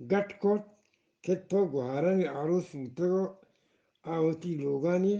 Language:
Eastern Balochi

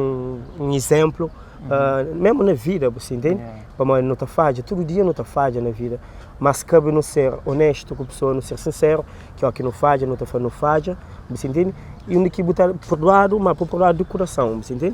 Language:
Kabuverdianu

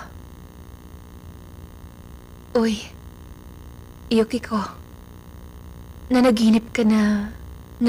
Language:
Filipino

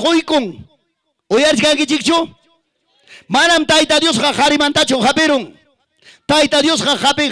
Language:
Ayacucho Quechua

